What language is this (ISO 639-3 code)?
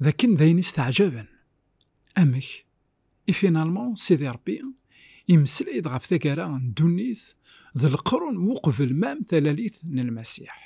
kab